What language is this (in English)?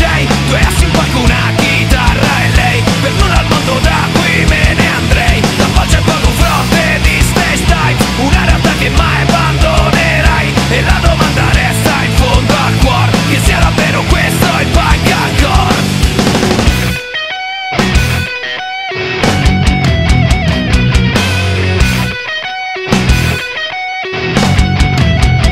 Italian